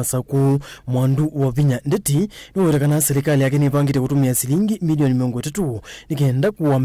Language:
Kamba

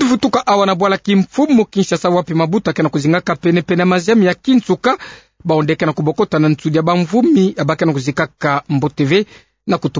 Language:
Kituba (Democratic Republic of Congo)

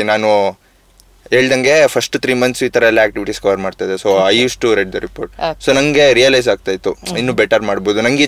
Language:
Kannada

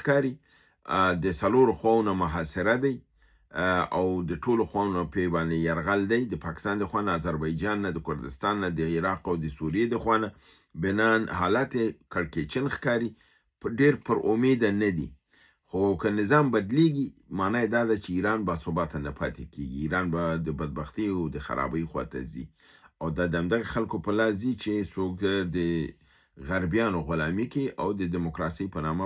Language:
Pashto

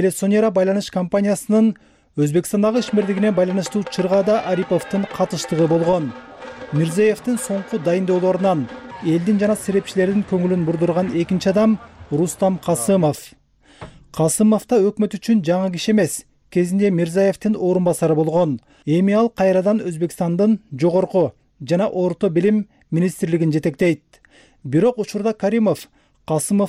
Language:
Kyrgyz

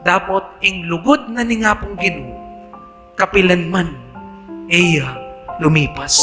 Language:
Pampanga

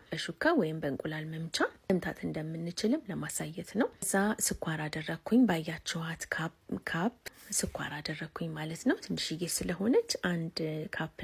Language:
Amharic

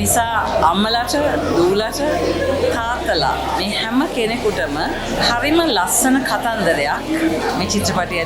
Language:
Sinhala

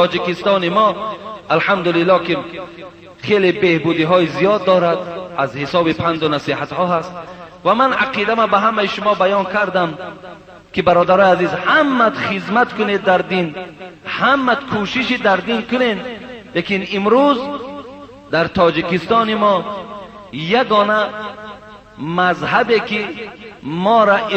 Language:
Persian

